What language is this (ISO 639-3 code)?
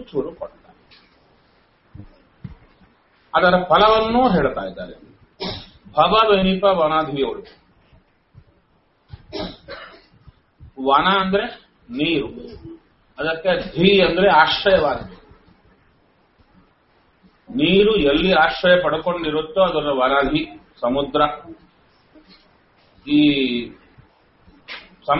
kan